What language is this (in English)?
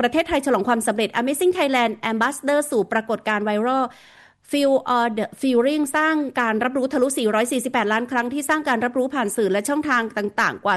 Thai